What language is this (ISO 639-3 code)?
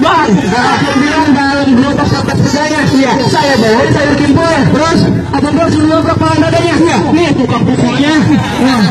bew